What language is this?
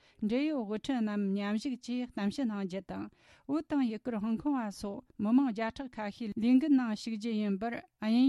Tibetan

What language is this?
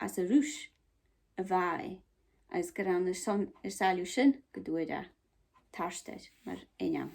Scottish Gaelic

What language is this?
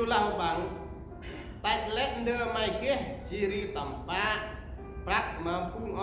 Central Mnong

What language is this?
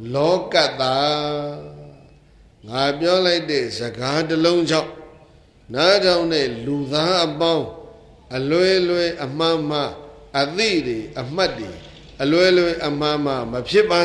Burmese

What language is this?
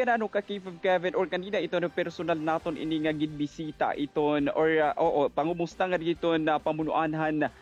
Waray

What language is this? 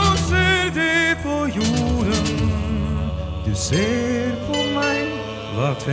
Norwegian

